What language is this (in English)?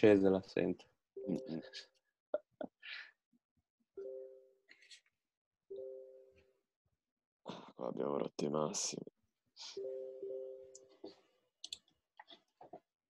Italian